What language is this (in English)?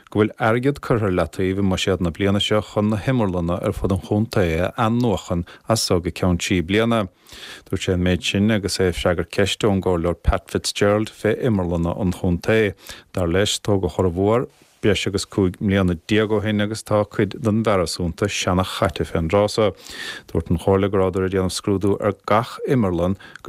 Irish